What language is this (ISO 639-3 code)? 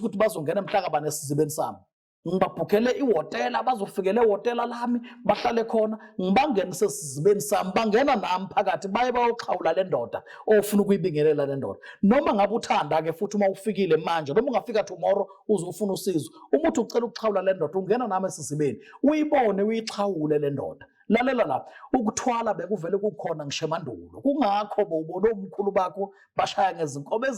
zul